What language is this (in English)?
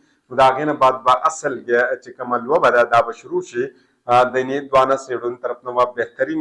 Pashto